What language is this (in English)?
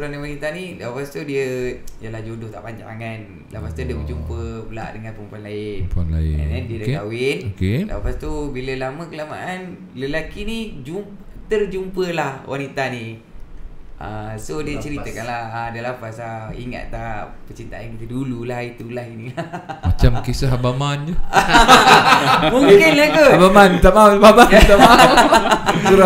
Malay